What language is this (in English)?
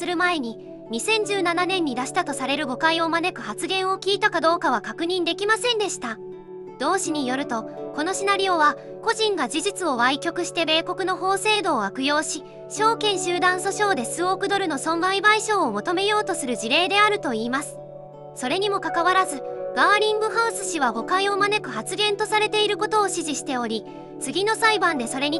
Japanese